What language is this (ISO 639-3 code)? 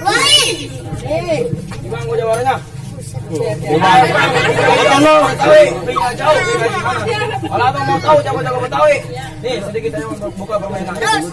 bew